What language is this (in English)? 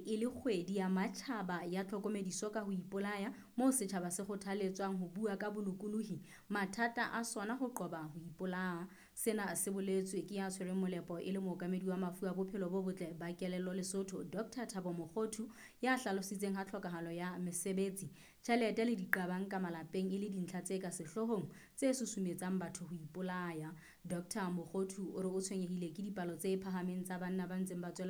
Southern Sotho